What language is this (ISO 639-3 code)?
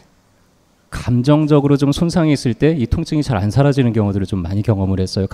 kor